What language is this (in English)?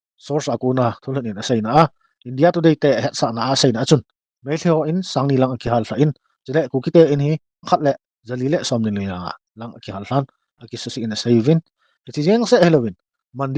Thado Chin